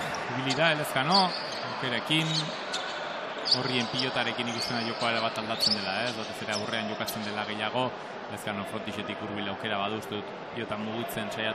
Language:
Basque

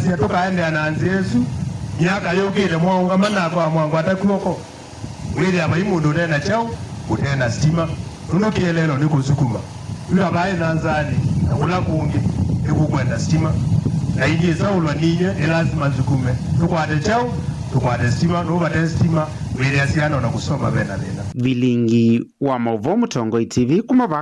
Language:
Kamba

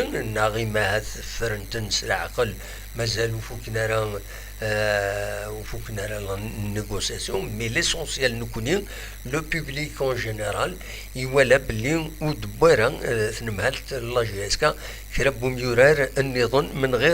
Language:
Kabyle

